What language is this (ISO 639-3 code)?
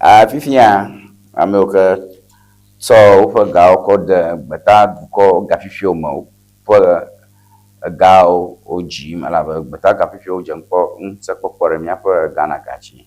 ewe